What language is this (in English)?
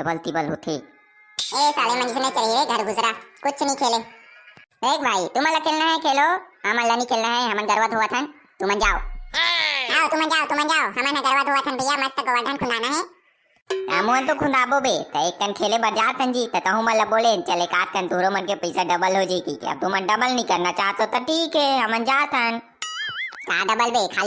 Chhattisgarhi